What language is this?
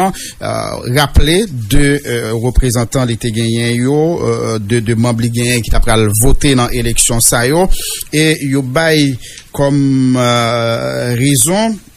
Haitian Creole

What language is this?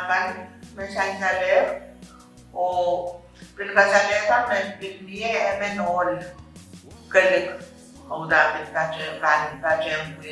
Pohnpeian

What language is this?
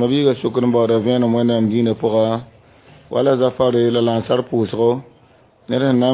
Mossi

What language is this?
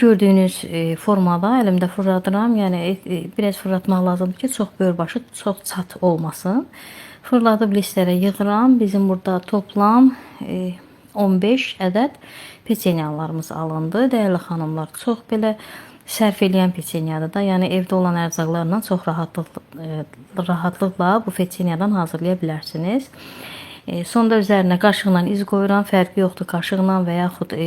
Azerbaijani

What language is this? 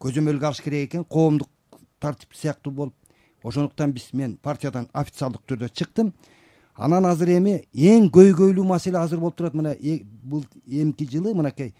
Kyrgyz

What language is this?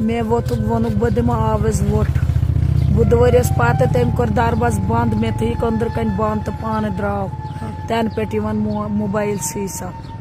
Kashmiri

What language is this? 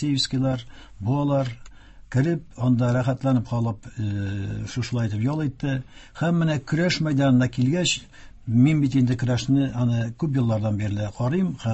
Tatar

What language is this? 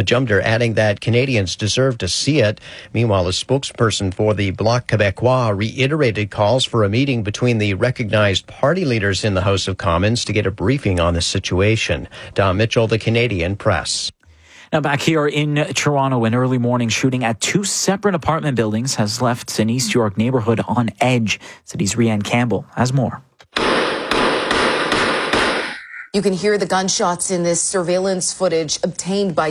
English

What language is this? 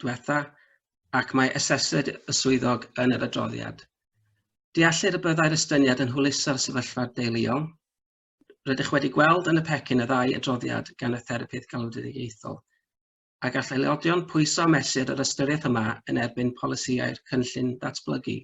Welsh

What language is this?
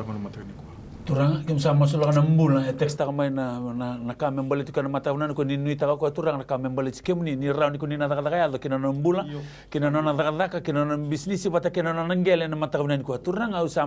Fijian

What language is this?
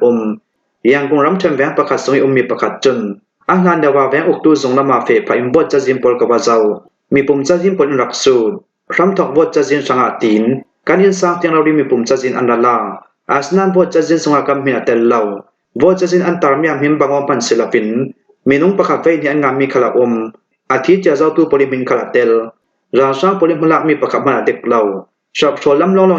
Falam Chin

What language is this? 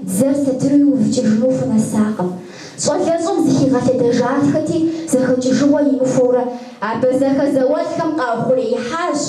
Kabardian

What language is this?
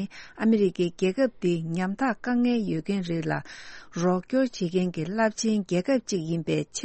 Tibetan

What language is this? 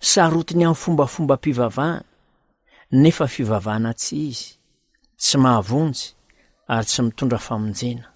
Malagasy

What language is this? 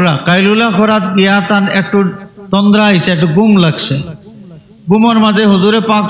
Sylheti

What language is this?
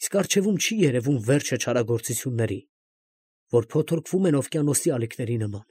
Armenian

